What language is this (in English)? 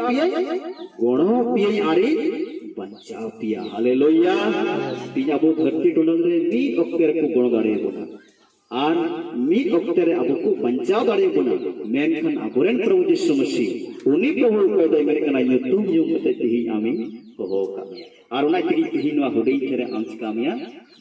Santali